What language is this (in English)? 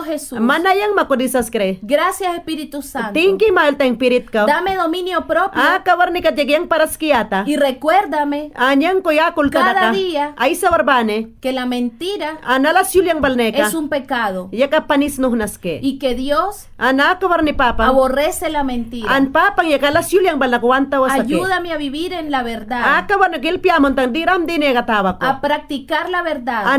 Mayangna